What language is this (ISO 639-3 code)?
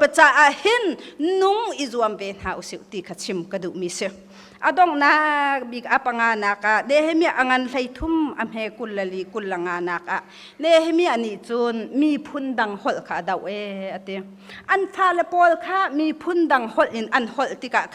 cnh